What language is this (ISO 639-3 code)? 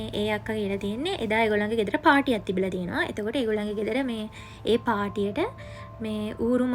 sin